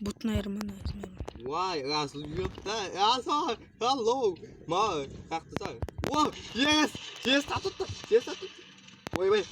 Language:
Kara-Kalpak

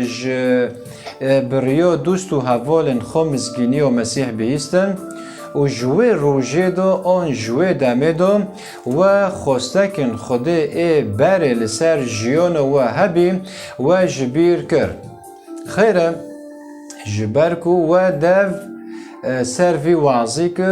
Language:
Kurdish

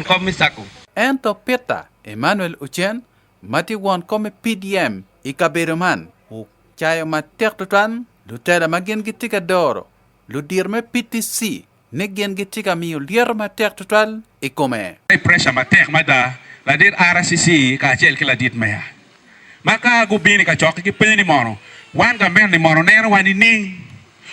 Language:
Acoli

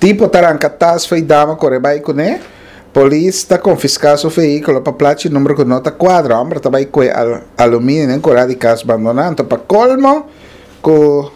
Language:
Papiamento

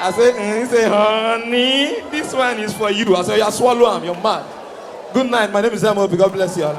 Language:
Nigerian Pidgin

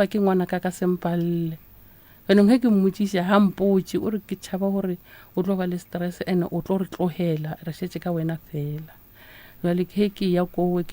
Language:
Northern Sotho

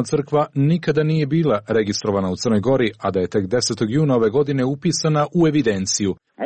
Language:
Serbian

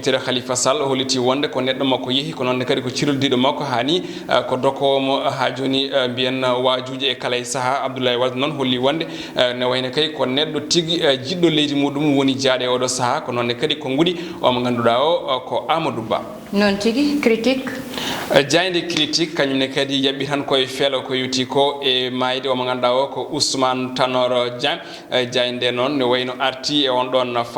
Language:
Fula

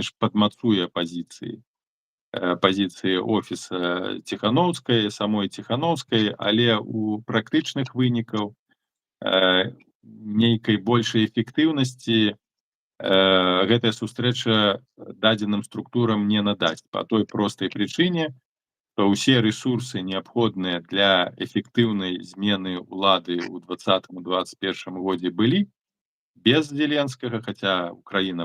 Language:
Belarusian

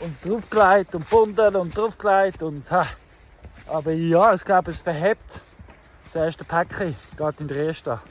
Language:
Swiss German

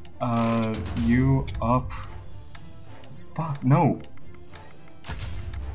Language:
English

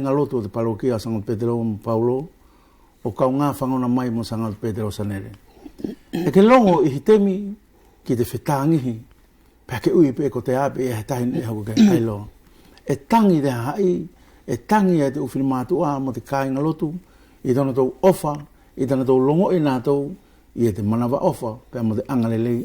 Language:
Wallisian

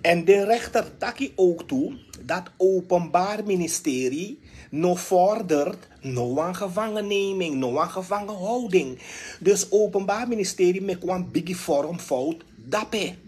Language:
Sranan Tongo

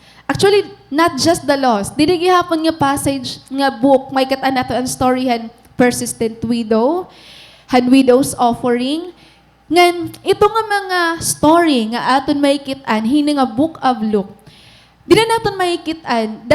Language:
Waray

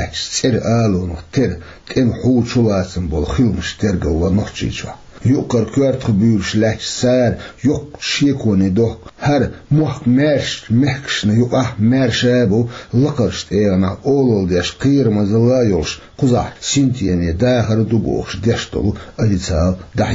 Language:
Chechen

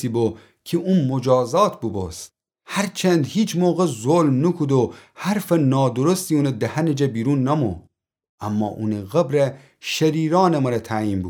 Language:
Gilaki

